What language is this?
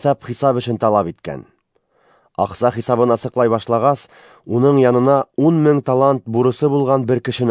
Bashkir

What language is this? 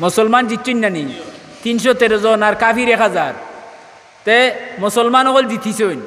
Sylheti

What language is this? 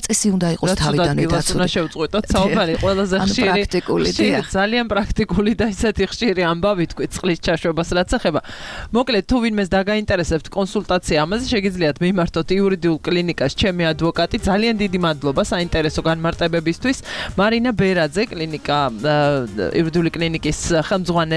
Georgian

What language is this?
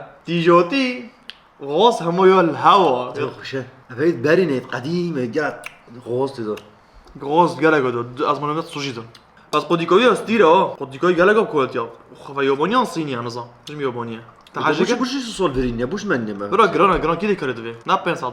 Kurdish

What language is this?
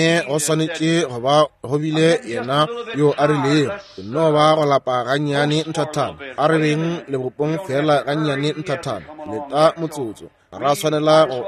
Northern Sotho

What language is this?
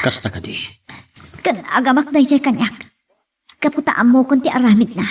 Iloko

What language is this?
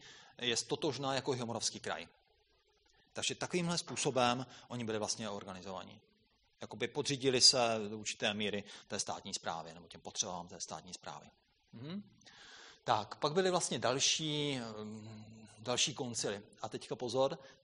Czech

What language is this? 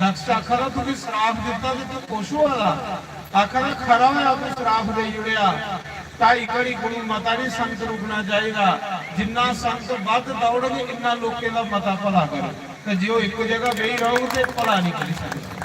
Dogri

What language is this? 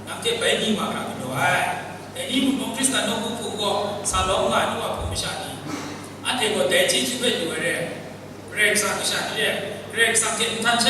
Kachin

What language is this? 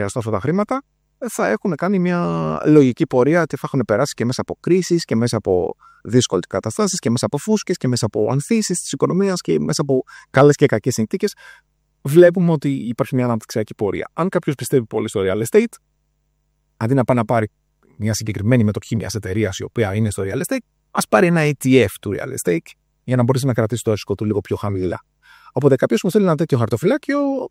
Greek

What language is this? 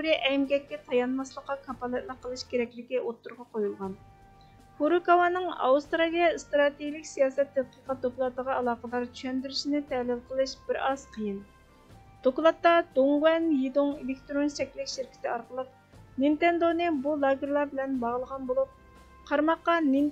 Uyghur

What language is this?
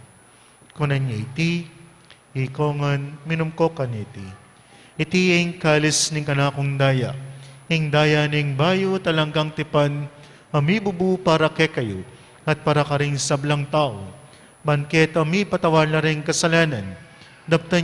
Pampanga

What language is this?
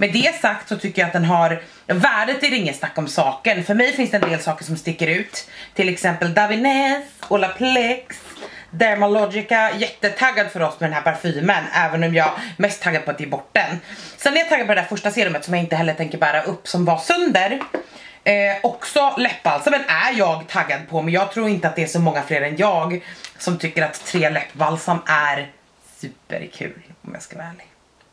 Swedish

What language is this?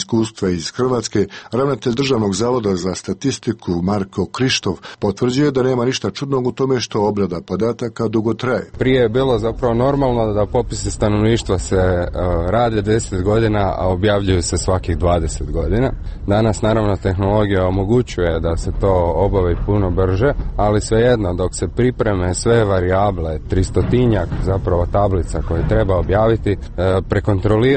Croatian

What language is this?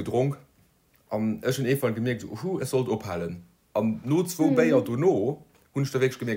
Luxembourgish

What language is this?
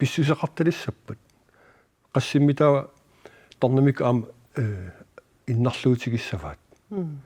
Kalaallisut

